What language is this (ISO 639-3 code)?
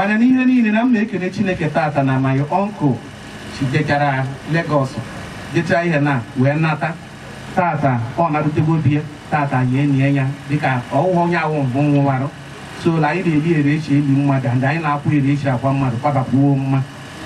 ibo